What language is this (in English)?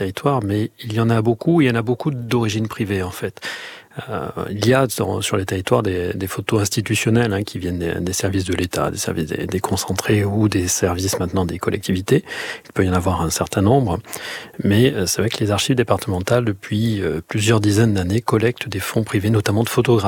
French